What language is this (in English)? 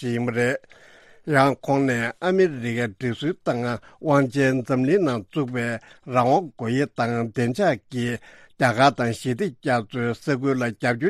Tibetan